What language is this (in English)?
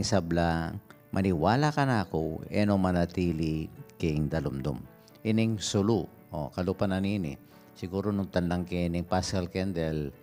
Pampanga